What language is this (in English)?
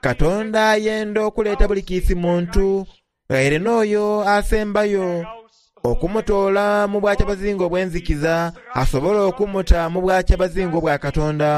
Soga